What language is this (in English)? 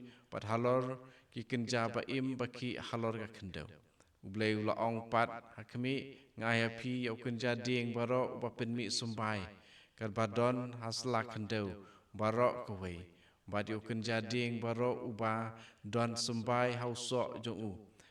Khasi